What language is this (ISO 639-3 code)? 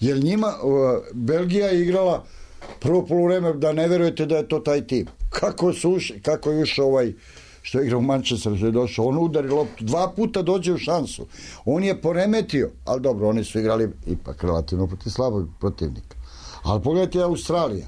srp